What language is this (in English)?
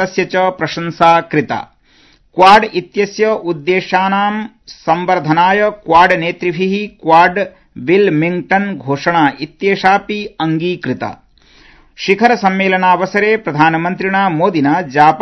Sanskrit